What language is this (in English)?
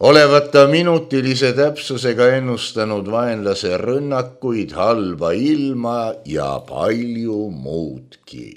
Estonian